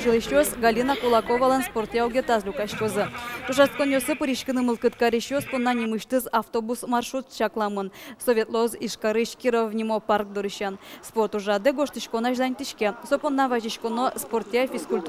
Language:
Udmurt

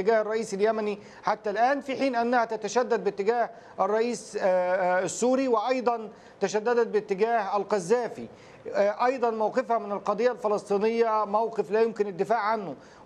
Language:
Arabic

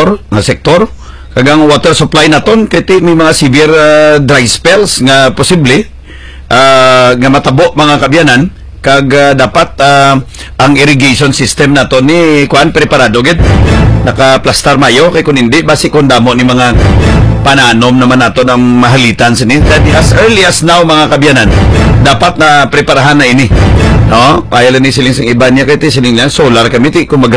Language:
Hiligaynon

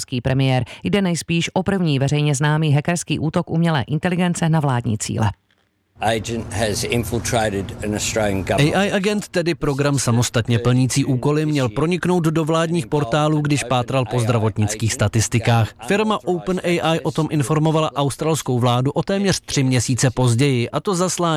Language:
Czech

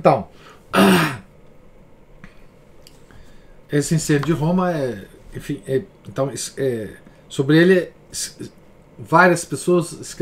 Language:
Portuguese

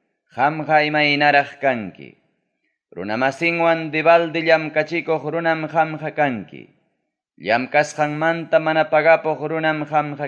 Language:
Ayacucho Quechua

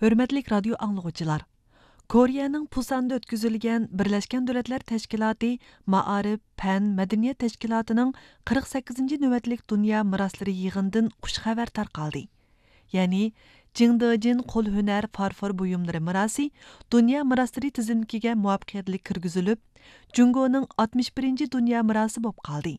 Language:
Uyghur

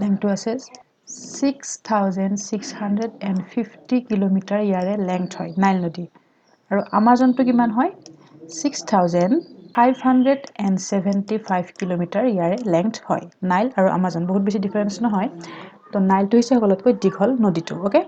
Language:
Assamese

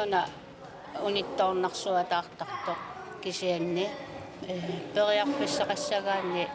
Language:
Kalaallisut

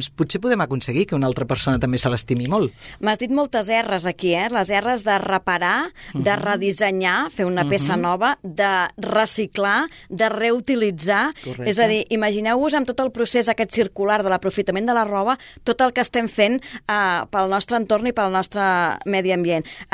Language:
Catalan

